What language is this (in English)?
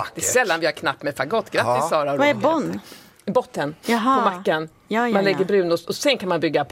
Swedish